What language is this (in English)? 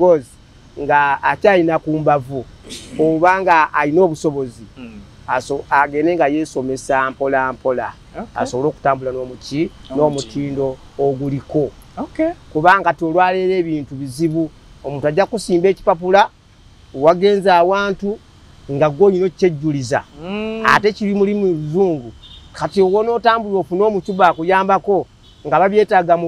Ganda